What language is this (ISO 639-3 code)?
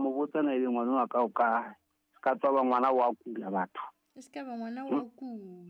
sot